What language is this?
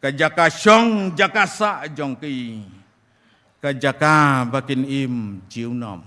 Khasi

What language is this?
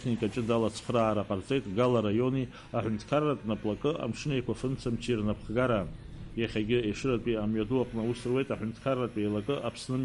Abkhazian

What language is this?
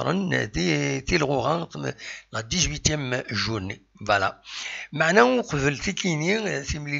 Kabyle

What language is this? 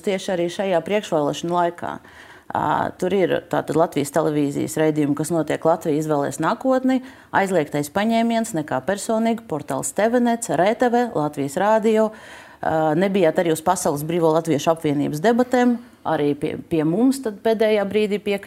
Latvian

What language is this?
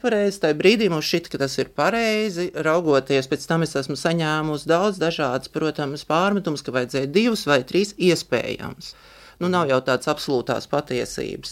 Latvian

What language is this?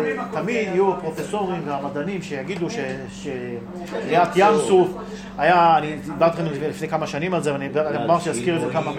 Hebrew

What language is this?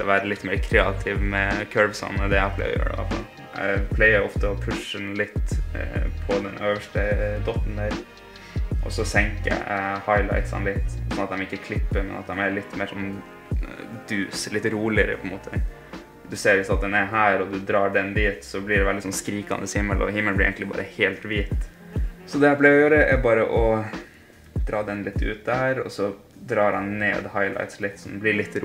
Norwegian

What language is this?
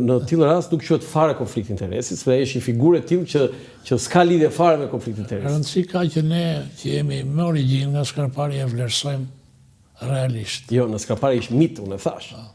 Albanian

